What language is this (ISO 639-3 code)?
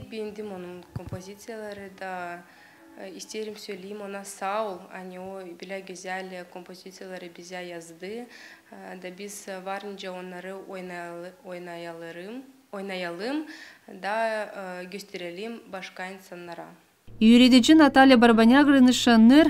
gag